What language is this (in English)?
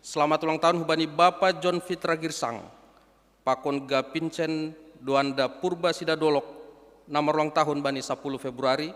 Batak Simalungun